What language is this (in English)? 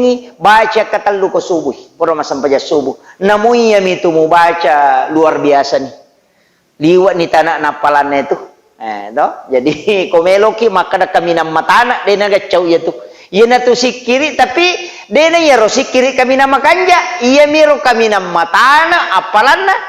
Buginese